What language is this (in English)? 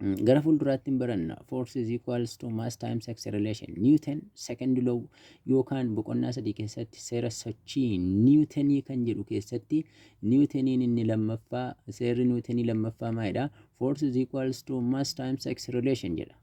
Oromo